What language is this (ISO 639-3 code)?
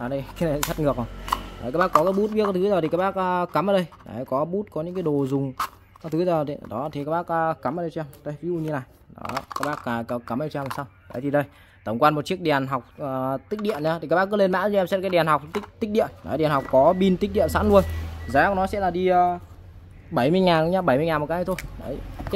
vie